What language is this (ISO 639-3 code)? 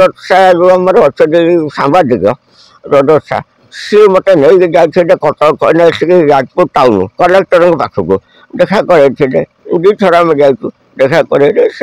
ori